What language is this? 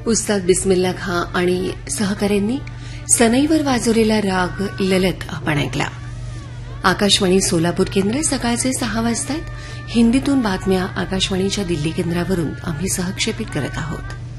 Marathi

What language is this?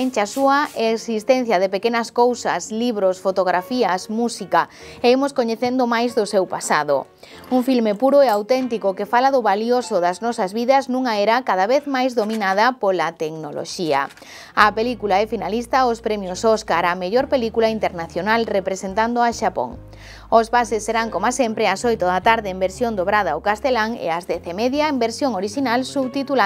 Galician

